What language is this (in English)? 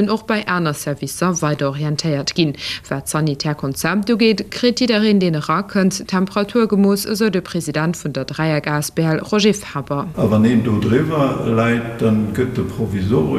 Luxembourgish